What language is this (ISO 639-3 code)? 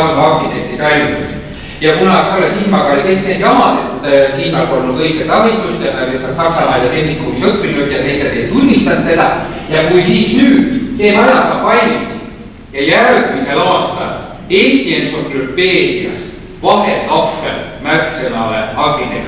est